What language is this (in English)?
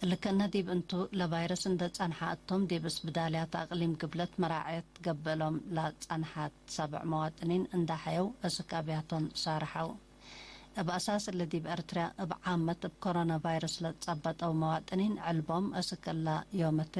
Tigre